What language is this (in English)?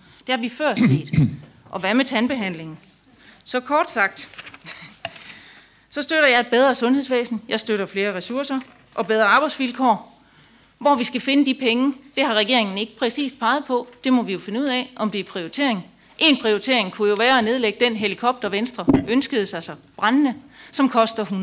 Danish